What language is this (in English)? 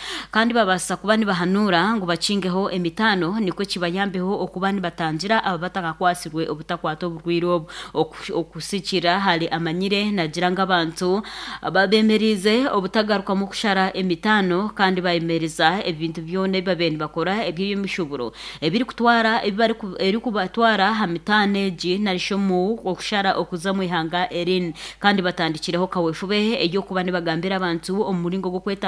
Nyankole